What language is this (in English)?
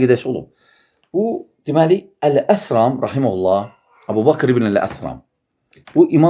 Azerbaijani